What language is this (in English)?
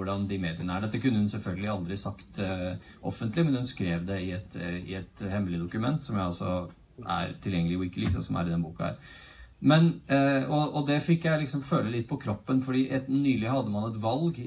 Norwegian